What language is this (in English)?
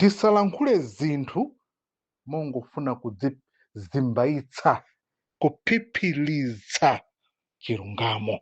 Nyanja